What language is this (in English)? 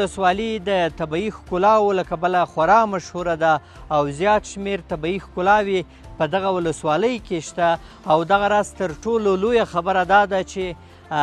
Pashto